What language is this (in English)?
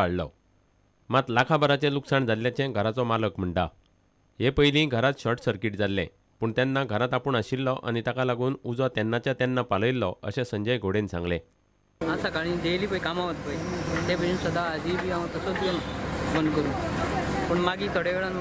Konkani